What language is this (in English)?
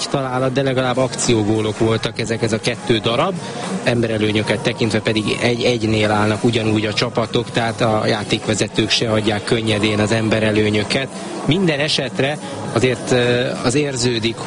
Hungarian